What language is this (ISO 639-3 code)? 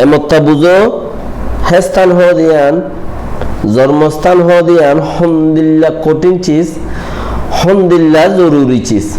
rhg